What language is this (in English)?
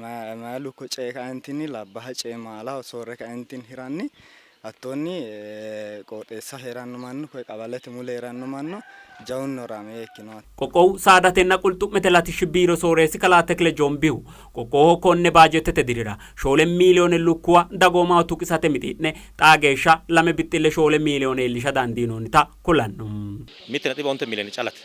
Sidamo